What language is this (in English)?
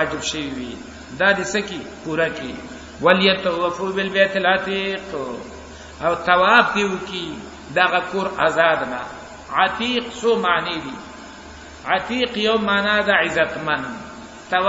Pashto